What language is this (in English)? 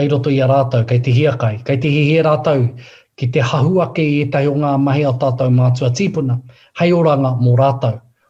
Māori